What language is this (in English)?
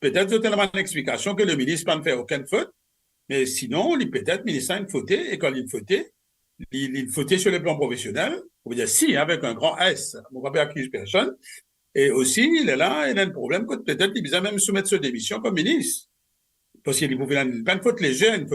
Morisyen